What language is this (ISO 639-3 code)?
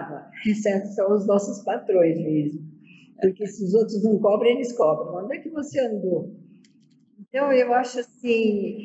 por